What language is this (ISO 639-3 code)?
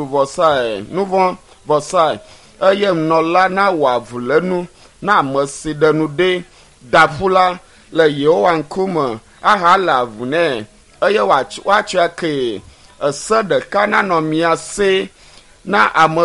ewe